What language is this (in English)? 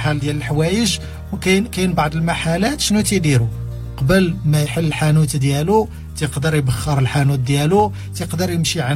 Moroccan Arabic